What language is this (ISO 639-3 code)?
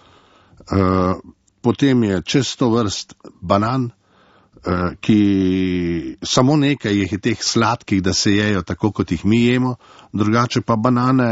slv